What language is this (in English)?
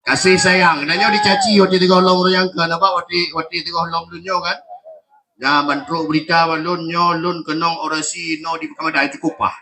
Achinese